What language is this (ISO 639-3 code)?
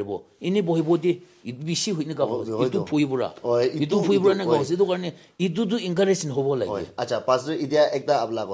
nag